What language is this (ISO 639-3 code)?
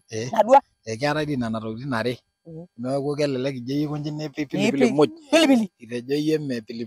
mas